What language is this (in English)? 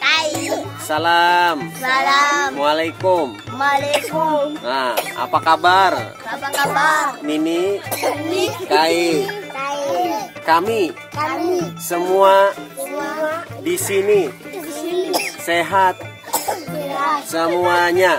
Banjar